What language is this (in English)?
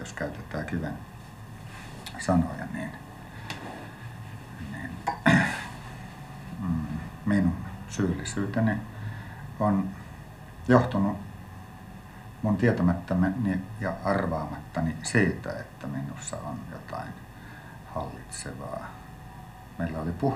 Finnish